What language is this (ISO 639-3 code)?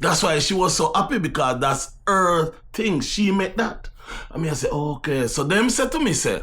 jam